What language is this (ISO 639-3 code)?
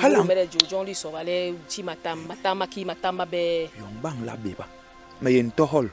bas